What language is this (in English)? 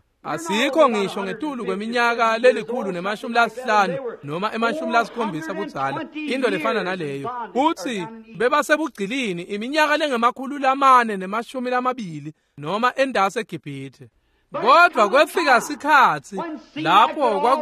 Swati